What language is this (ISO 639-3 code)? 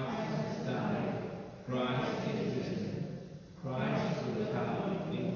cym